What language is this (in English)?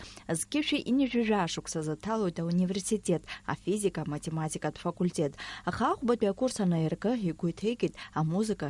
Abkhazian